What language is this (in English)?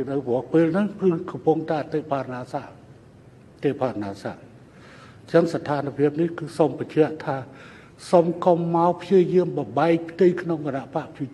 Khmer